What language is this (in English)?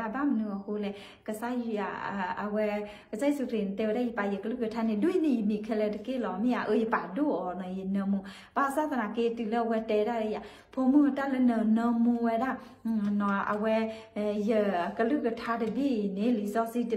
S'gaw Karen